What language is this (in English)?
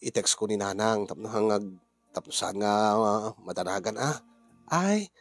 Iloko